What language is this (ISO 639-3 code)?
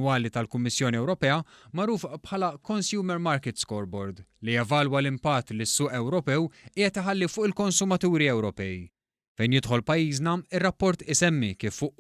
mlt